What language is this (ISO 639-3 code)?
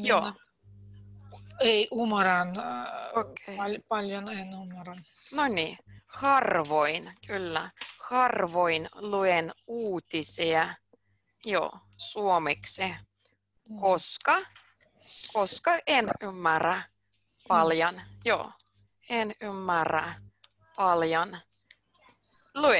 fin